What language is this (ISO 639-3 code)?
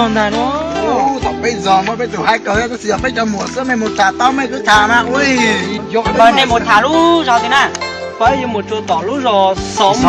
hmn